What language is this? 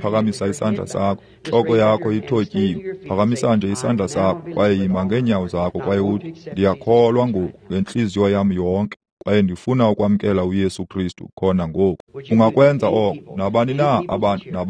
Xhosa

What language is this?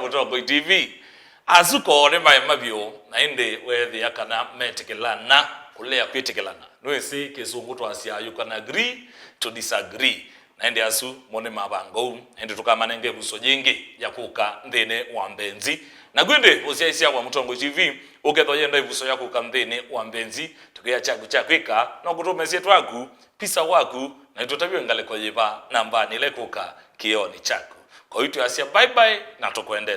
Kamba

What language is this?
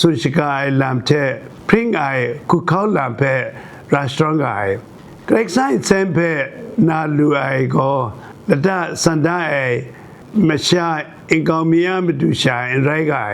Kachin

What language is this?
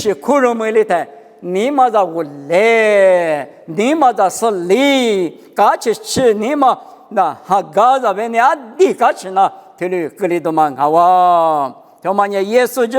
Lisu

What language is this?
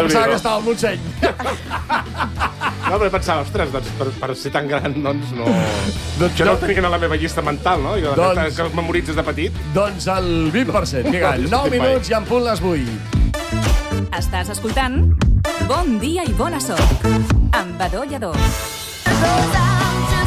Catalan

